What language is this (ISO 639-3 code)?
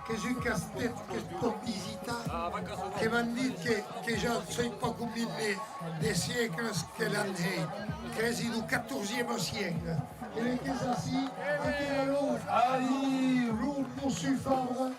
oci